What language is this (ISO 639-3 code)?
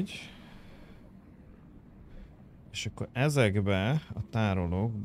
hun